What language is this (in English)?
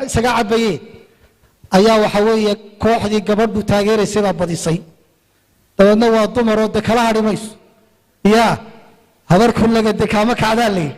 Somali